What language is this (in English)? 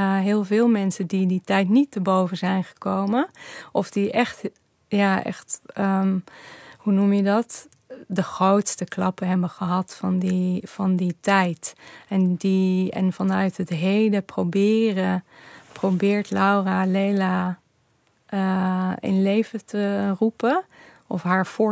Dutch